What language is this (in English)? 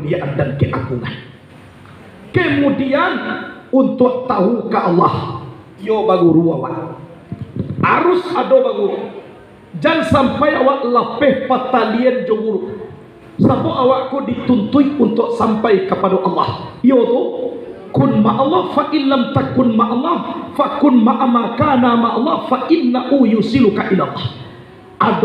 Minangkabau